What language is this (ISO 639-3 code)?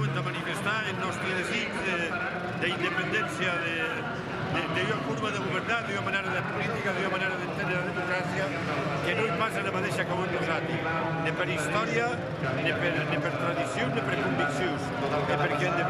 oci